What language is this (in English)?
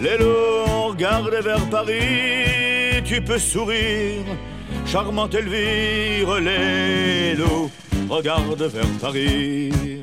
Luxembourgish